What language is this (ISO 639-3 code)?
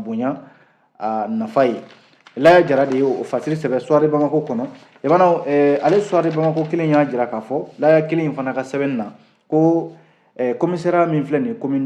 bam